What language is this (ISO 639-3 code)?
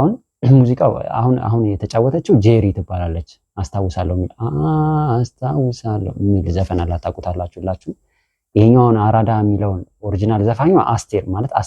amh